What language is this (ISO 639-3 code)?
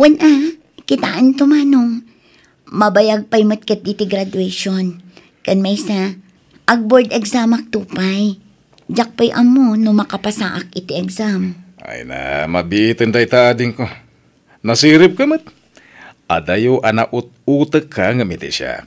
ilo